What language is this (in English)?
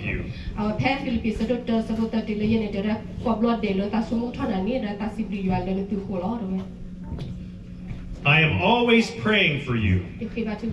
S'gaw Karen